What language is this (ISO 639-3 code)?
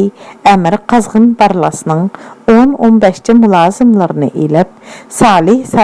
uig